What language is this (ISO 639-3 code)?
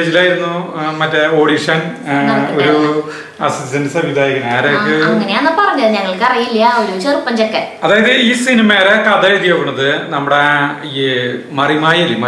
mal